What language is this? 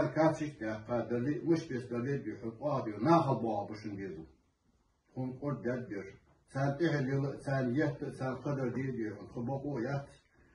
Ingush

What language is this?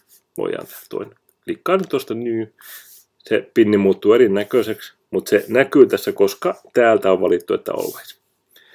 Finnish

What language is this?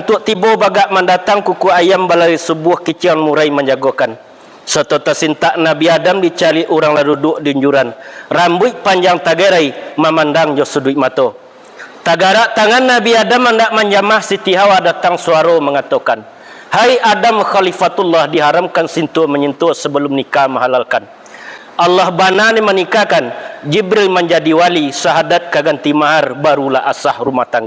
Minangkabau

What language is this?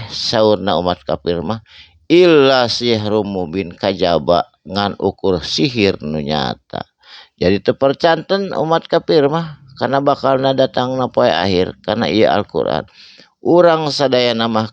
Sundanese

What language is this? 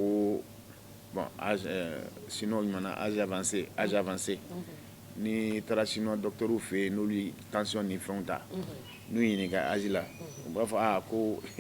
Bambara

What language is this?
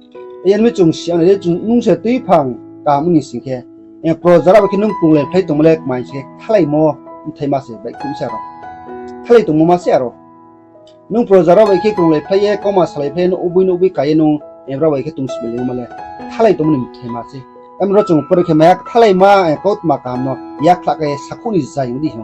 Riang (India)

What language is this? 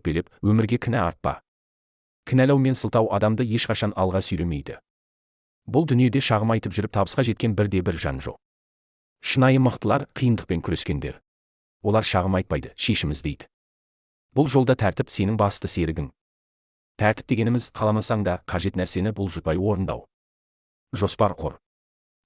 Kazakh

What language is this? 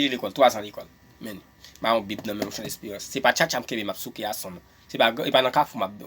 Haitian Creole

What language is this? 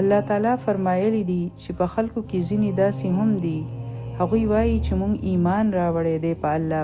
Pashto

